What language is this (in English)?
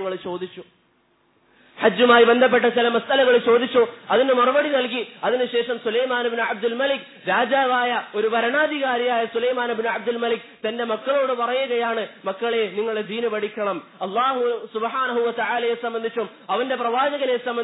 Malayalam